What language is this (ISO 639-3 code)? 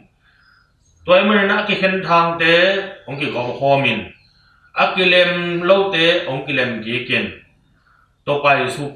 ctd